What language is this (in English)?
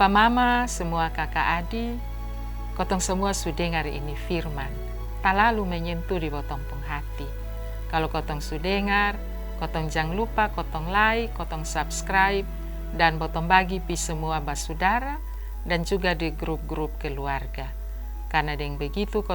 Kupang Malay